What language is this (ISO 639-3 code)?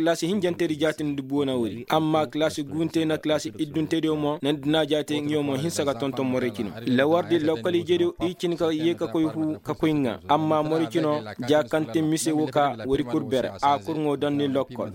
ses